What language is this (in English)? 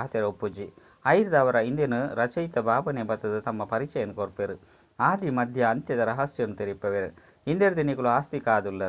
Tulu